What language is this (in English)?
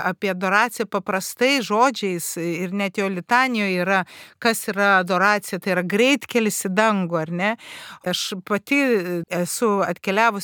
Lithuanian